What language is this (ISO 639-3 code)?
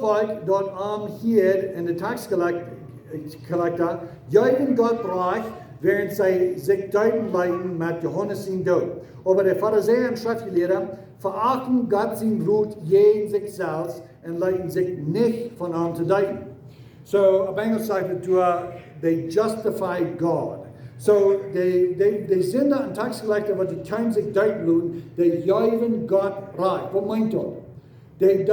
pdt